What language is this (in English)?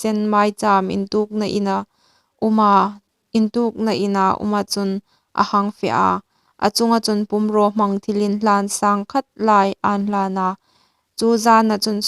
Hmar